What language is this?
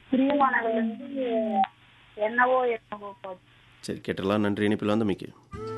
Tamil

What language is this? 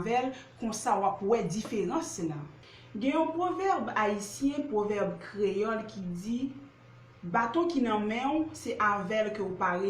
Haitian Creole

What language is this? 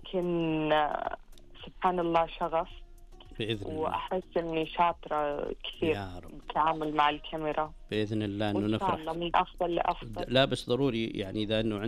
Najdi Arabic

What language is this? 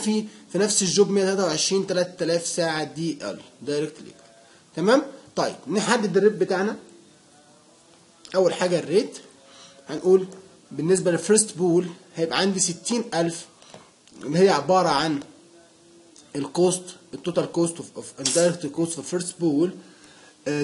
Egyptian Arabic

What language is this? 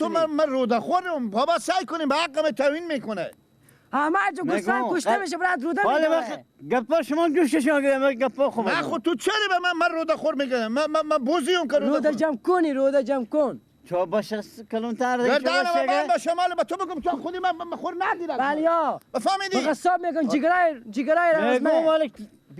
Persian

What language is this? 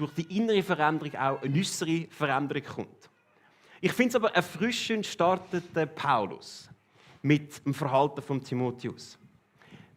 Swiss German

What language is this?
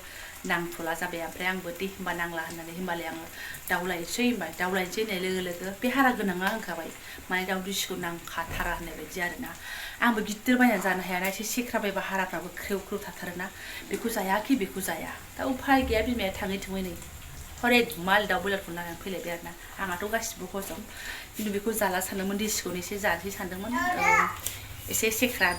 Bodo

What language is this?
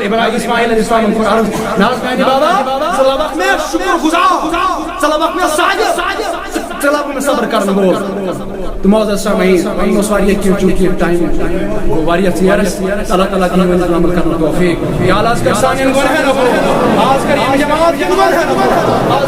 Kashmiri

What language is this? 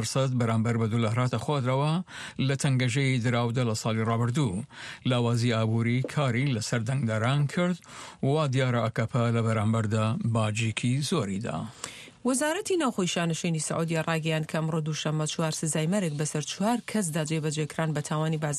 Central Kurdish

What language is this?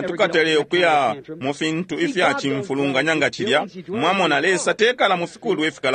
Bemba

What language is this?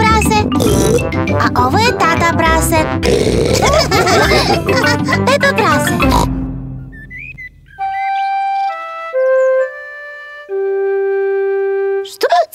Serbian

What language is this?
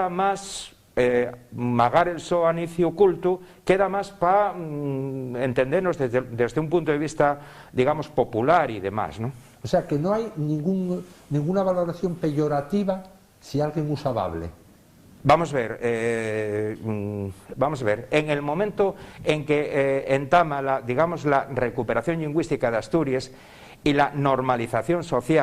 Asturian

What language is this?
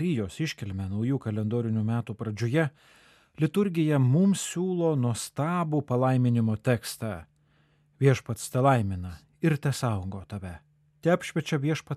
Lithuanian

